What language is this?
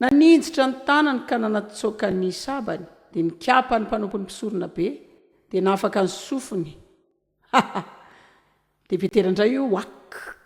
Malagasy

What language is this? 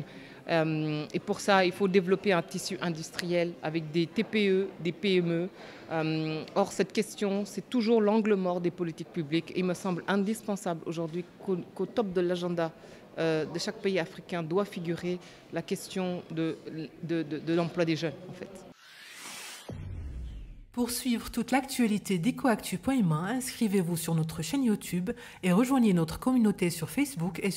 French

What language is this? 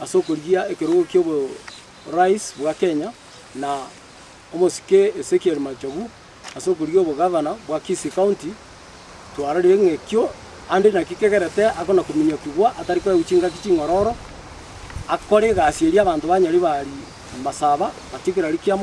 Gusii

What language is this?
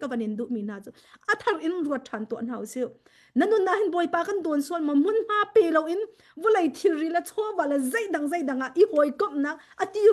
Hakha Chin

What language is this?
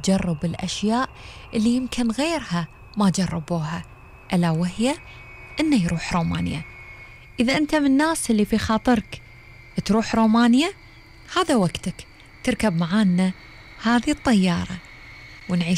Gulf Arabic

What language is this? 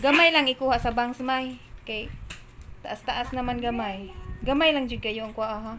Cebuano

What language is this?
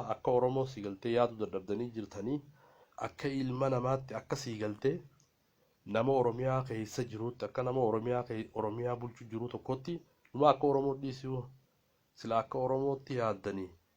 Oromo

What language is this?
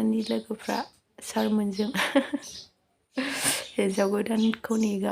Bodo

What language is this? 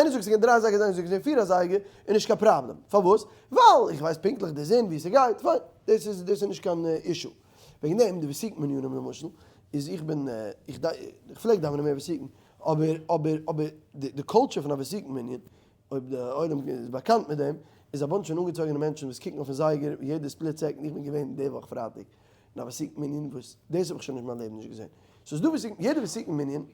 Yiddish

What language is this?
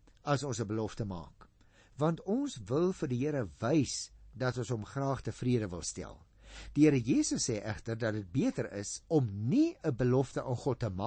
Afrikaans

